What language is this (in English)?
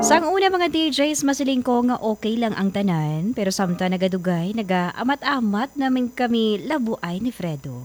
Hiligaynon